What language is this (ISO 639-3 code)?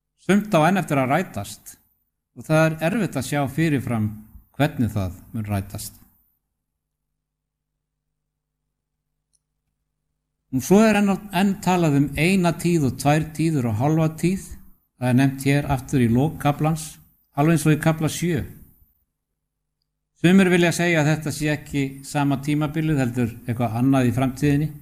isl